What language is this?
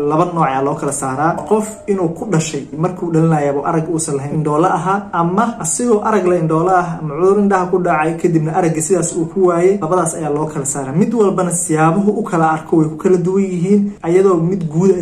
Somali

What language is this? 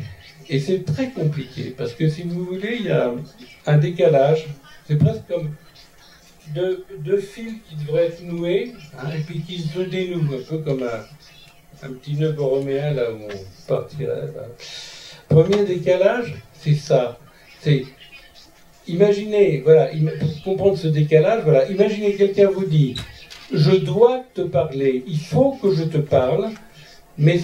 French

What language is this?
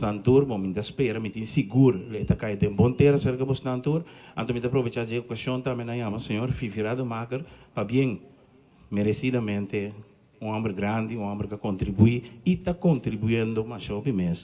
Papiamento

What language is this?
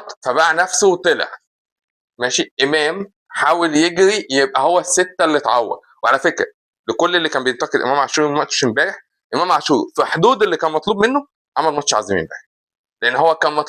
Egyptian Arabic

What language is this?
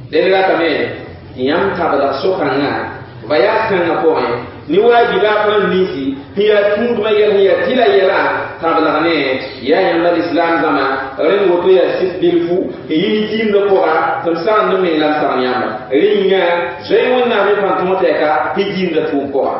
Mossi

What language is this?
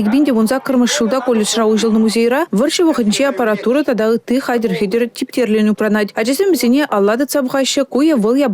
Chuvash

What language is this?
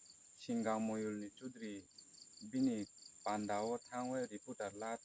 Riang (India)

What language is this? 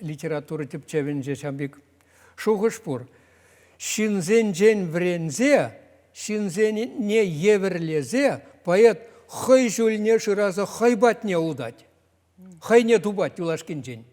Chuvash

